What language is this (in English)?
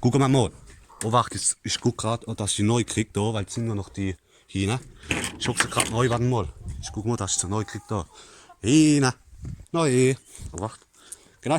Palatine German